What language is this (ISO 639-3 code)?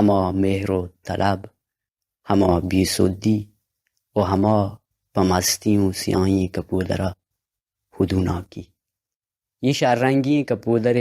bal